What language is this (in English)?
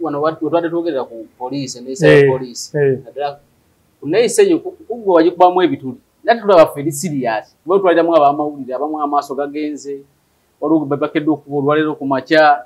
Ganda